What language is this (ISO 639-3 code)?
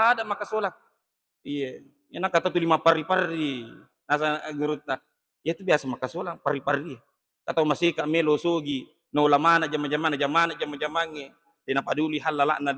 bug